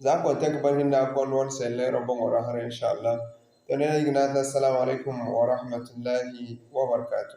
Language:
Zarma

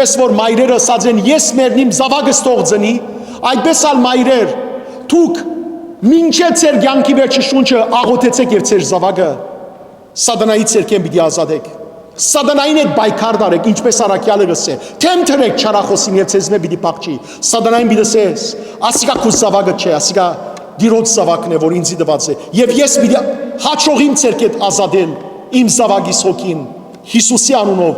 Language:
Western Armenian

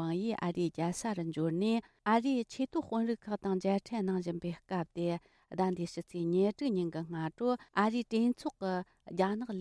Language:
Tibetan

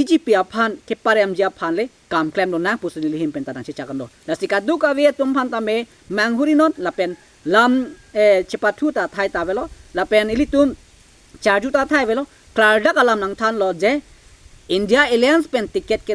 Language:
Karbi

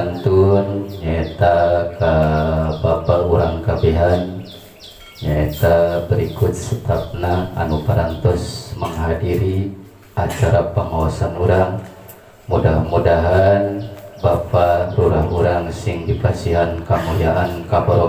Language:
Sundanese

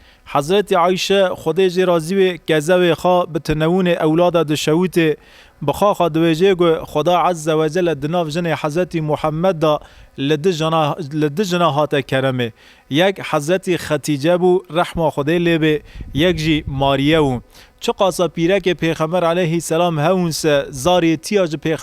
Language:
Kurdish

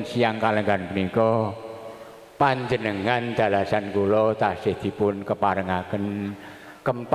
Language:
Javanese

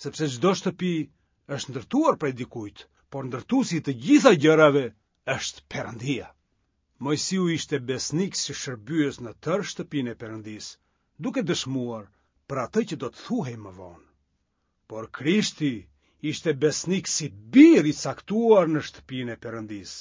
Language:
Albanian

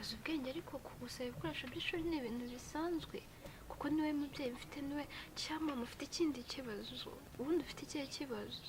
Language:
Kinyarwanda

